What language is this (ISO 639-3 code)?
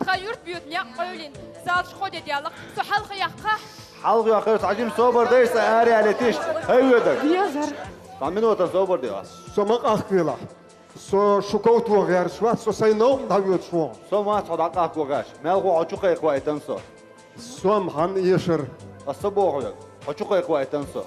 che